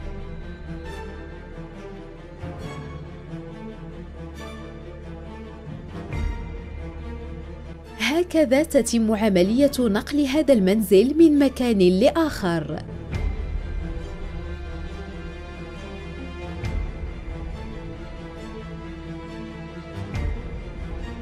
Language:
Arabic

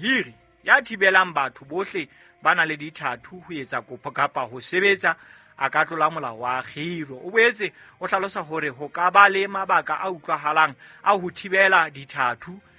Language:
Southern Sotho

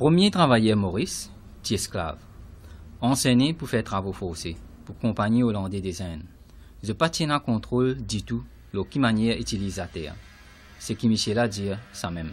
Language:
Morisyen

